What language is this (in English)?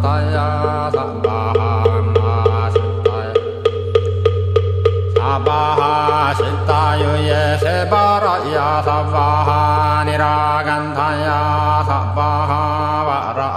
Korean